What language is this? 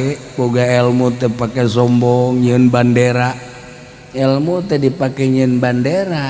Sundanese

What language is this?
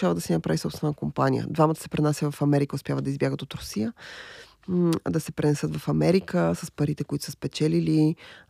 Bulgarian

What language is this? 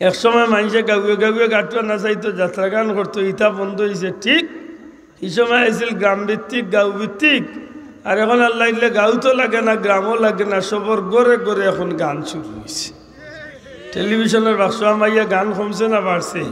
Sylheti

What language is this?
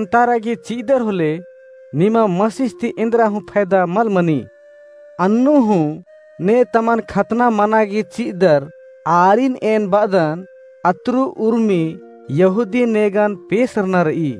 Kurukh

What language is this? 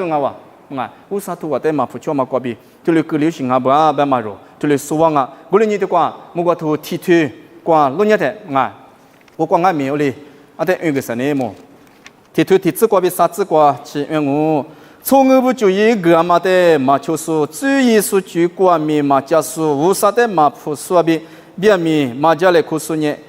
Lisu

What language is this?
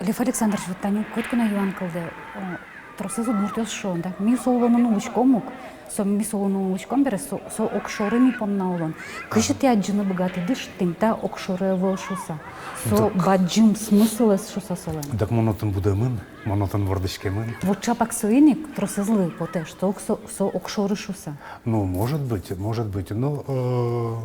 Udmurt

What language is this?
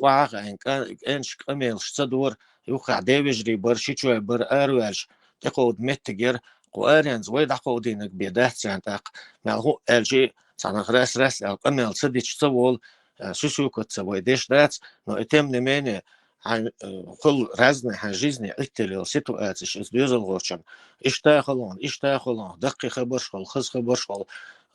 Chechen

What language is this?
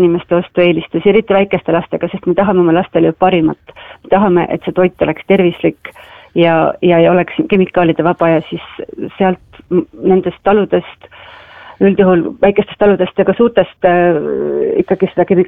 Estonian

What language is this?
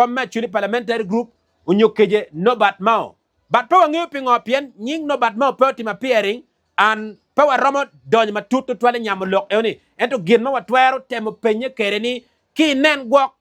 Acoli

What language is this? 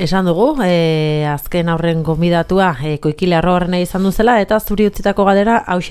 Basque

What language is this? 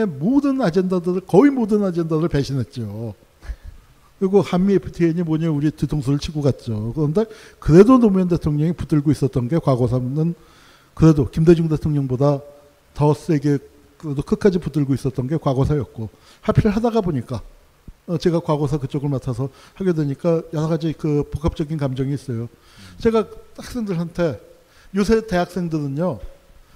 Korean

